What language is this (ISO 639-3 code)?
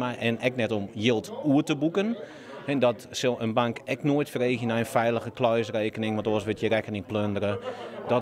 fry